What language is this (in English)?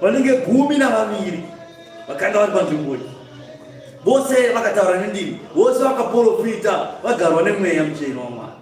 Shona